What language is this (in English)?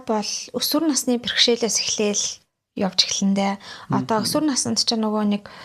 Mongolian